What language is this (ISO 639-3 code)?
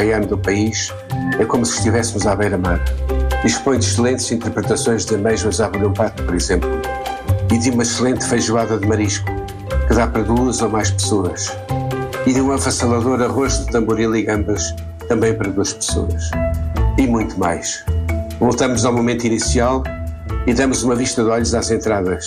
por